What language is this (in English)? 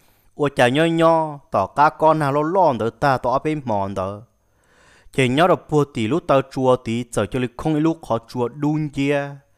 Hmong